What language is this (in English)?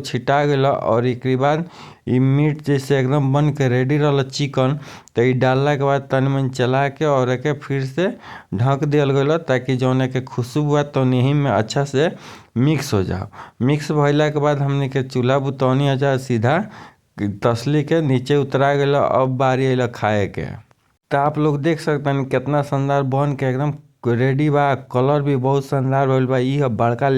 Bhojpuri